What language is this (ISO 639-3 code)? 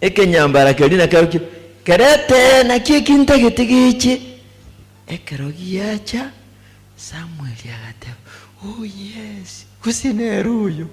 guz